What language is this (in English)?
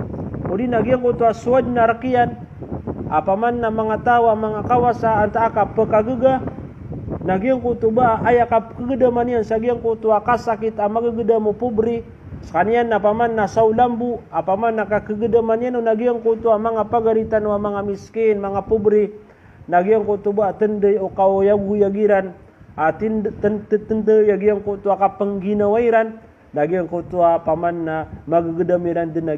Maranao